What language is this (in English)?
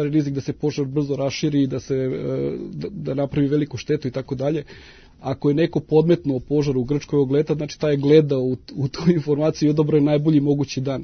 Serbian